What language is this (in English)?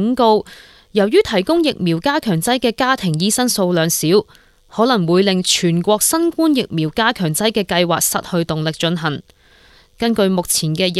Cantonese